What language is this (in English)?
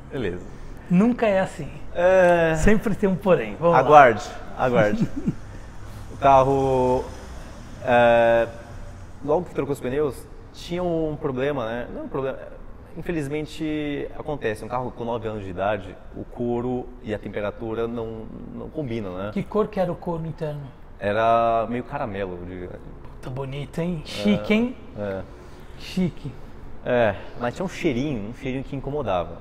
Portuguese